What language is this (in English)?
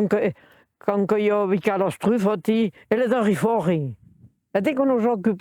Occitan